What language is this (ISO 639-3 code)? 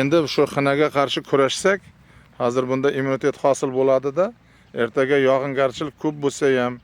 uzb